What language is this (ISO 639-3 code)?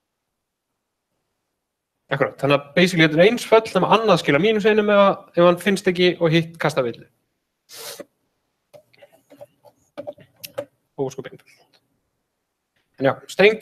isl